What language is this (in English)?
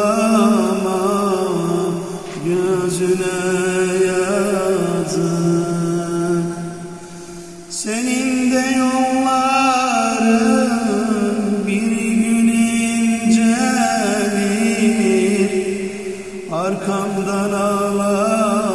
Turkish